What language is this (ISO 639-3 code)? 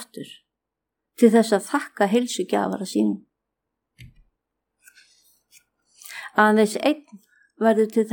isl